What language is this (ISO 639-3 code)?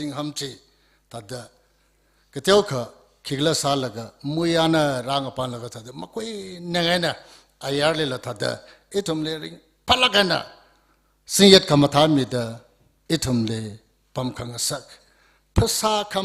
nmf